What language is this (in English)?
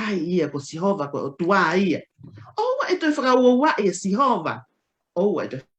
Tongan